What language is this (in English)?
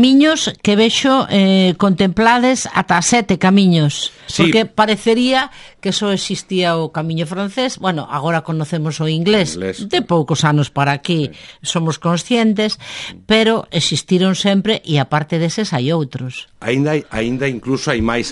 Galician